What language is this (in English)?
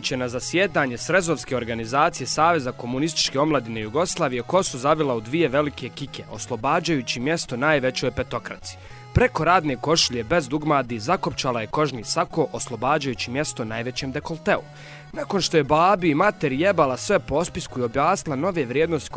Bosnian